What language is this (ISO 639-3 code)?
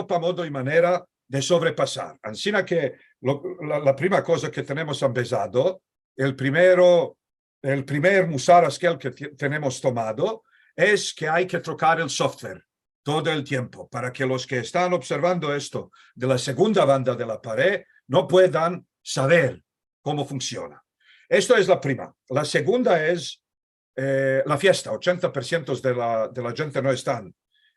lad